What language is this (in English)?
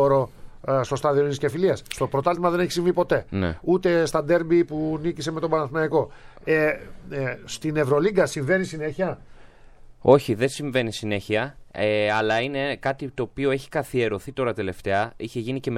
Greek